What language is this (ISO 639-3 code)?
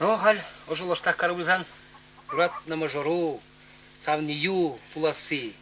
chv